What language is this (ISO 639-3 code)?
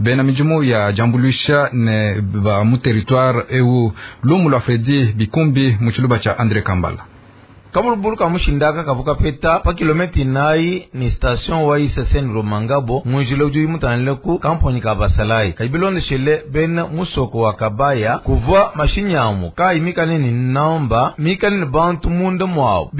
lua